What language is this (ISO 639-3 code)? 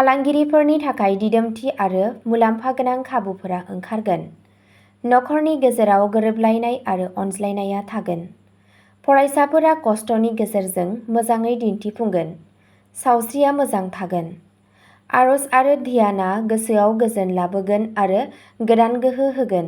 brx